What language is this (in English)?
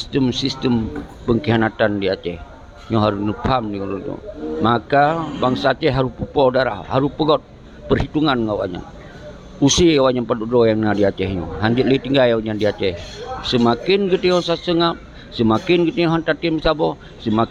Achinese